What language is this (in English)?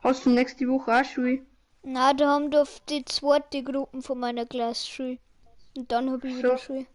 Bavarian